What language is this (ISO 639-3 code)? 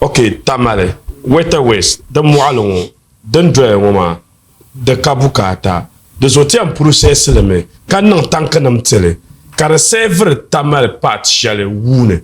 dag